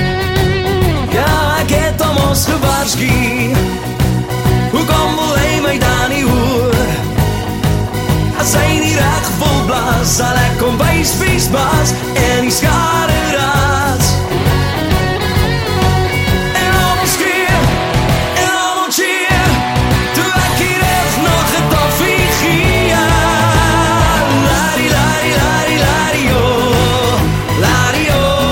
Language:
Afrikaans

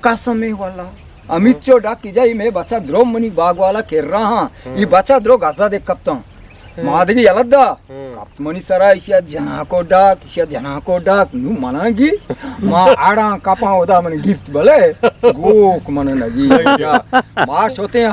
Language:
Eastern Balochi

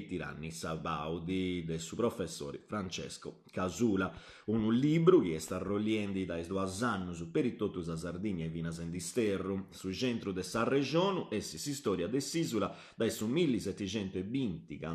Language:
Sardinian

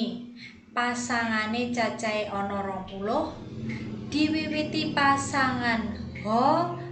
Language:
Javanese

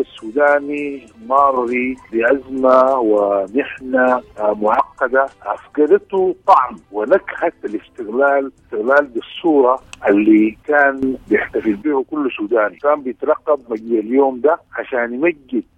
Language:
Sudanese Arabic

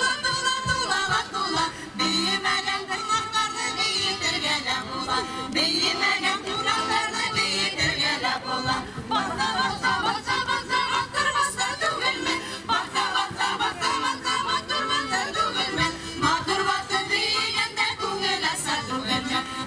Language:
Bashkir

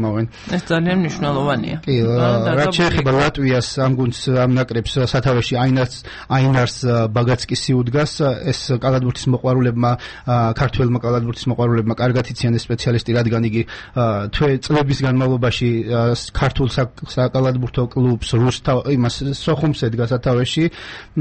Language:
Georgian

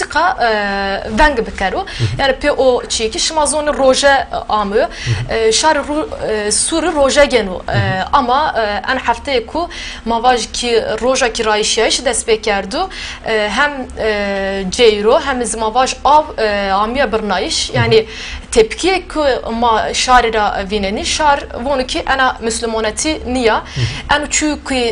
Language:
Zaza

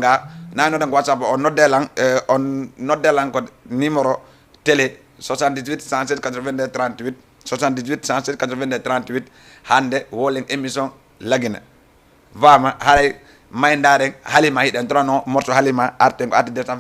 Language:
Fula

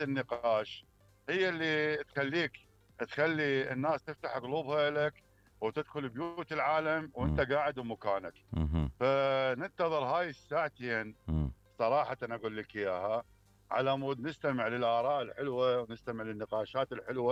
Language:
Mesopotamian Arabic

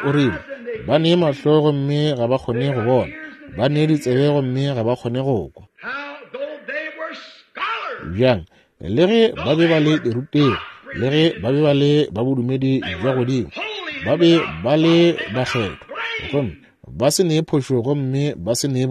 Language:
Northern Sotho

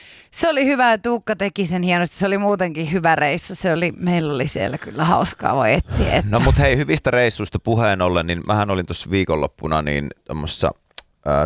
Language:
Finnish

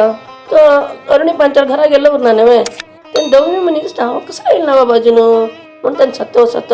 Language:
Konkani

